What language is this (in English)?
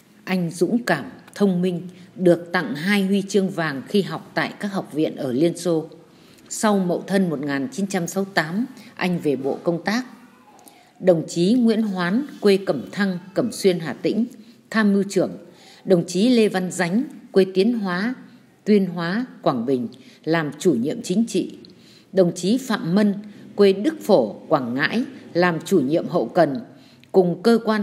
Vietnamese